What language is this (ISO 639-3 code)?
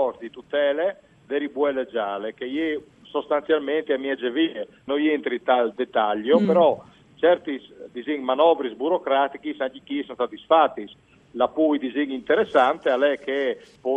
fur